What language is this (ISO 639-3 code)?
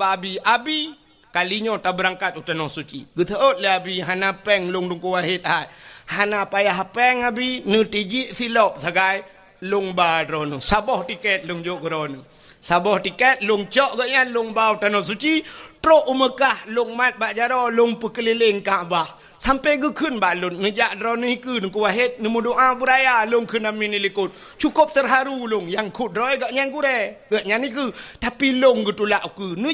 ace